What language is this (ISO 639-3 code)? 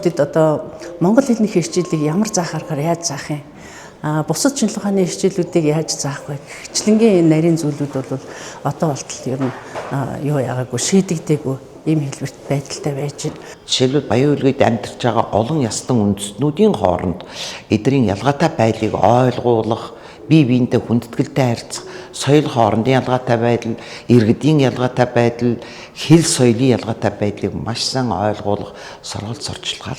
mon